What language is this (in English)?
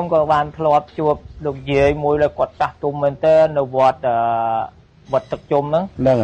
Khmer